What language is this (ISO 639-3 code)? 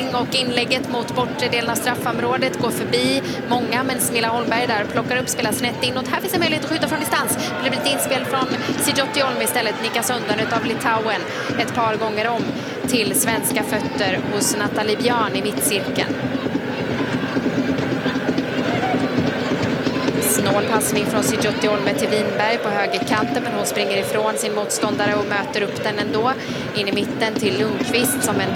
swe